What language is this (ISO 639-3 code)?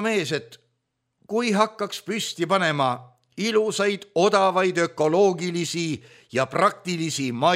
est